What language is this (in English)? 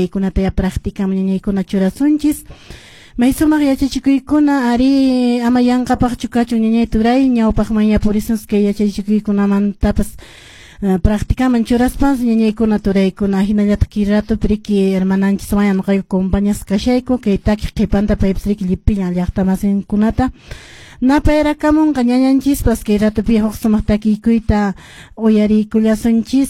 Quechua